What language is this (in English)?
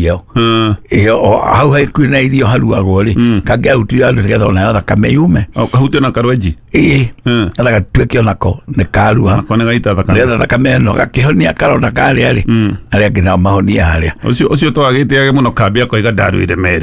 Kikuyu